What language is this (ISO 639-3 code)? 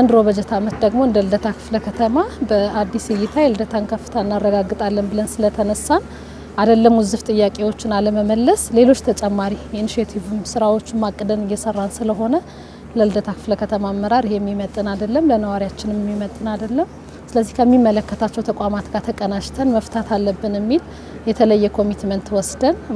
amh